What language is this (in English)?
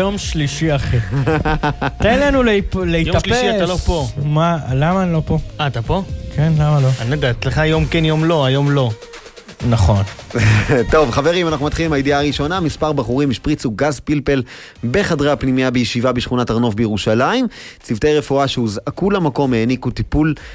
Hebrew